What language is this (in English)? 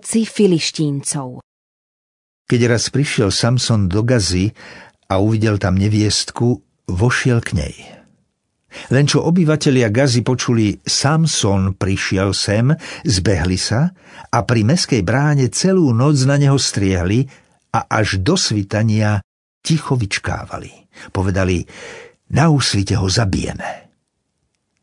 Slovak